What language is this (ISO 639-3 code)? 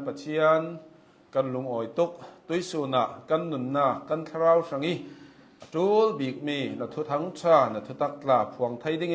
cnh